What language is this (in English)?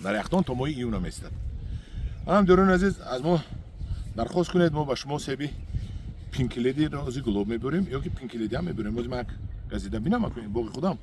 Tajik